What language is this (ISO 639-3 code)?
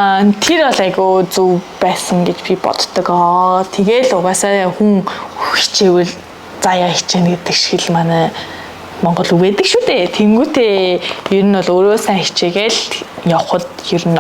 mon